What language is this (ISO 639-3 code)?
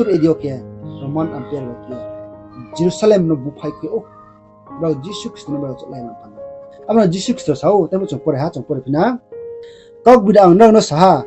ria